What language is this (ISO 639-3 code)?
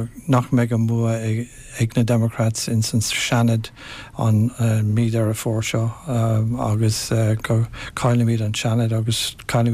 gle